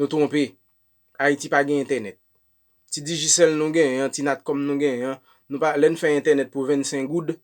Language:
Haitian Creole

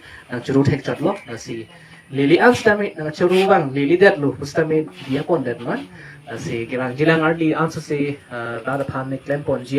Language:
Karbi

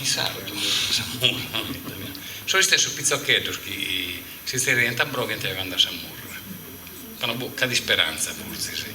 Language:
Sardinian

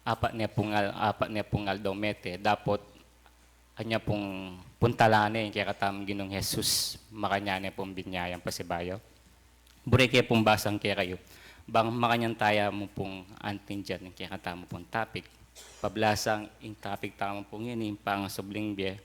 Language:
Pampanga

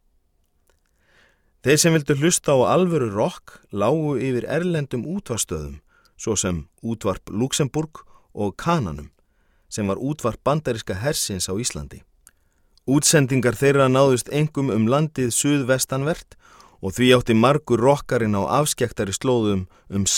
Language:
Icelandic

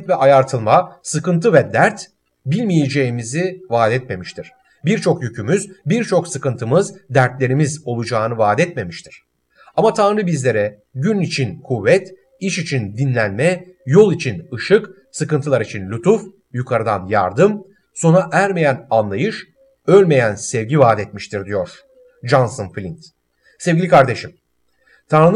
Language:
Turkish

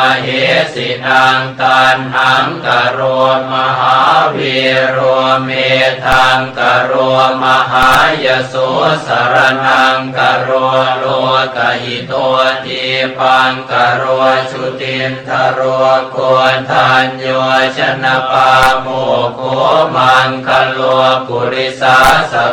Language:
Pali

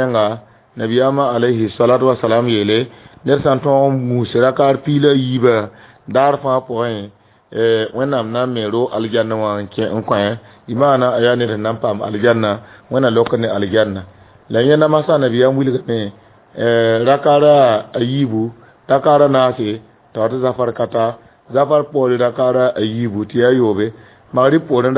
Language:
Mossi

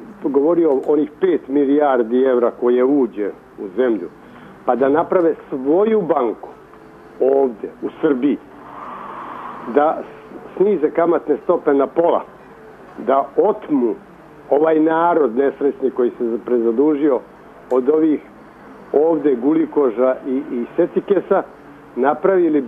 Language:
Serbian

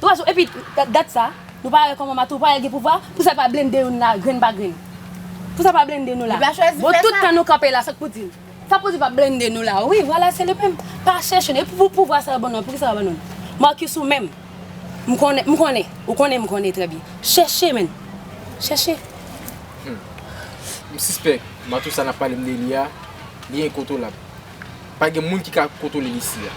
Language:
Haitian Creole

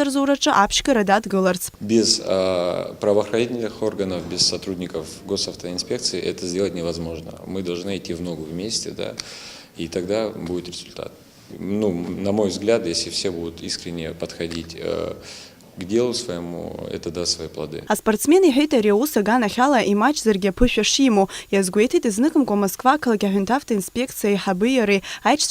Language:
Abkhazian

